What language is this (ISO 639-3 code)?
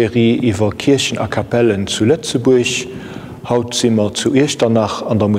ltz